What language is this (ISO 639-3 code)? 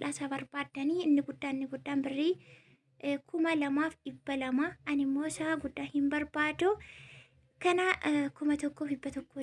orm